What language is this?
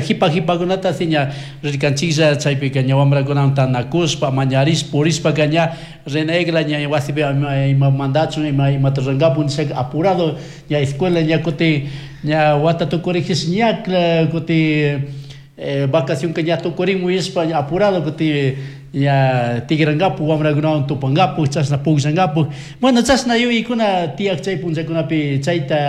Chimborazo Highland Quichua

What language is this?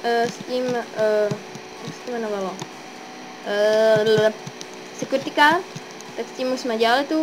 Czech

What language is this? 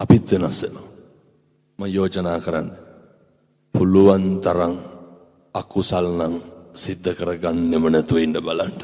Sinhala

